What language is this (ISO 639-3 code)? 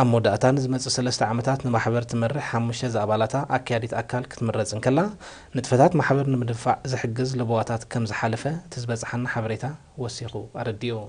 tir